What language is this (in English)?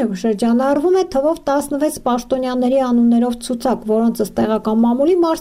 Armenian